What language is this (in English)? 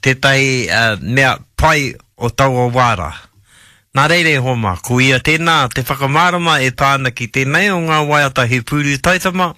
Māori